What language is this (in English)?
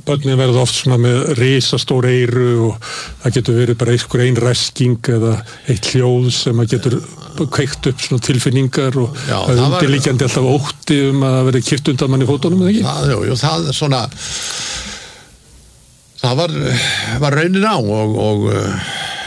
Icelandic